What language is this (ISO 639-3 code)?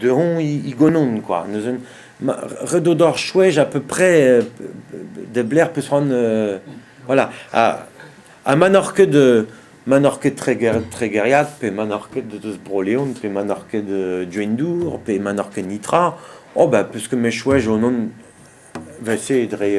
bre